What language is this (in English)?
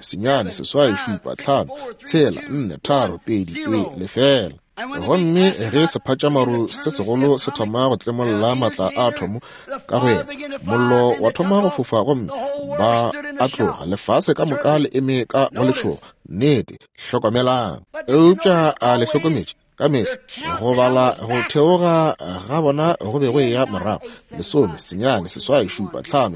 Northern Sotho